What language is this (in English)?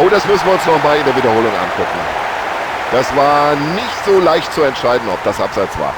Bavarian